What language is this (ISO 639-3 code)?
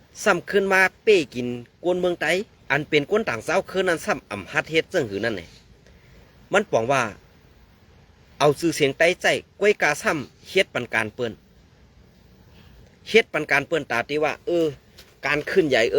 shn